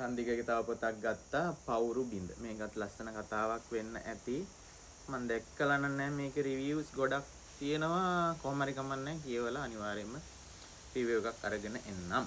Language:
Sinhala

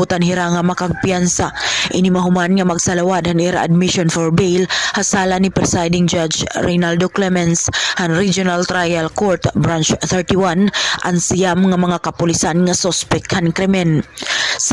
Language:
Waray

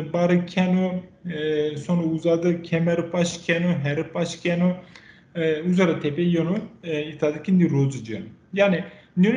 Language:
Zaza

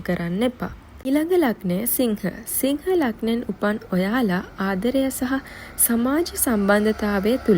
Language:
Sinhala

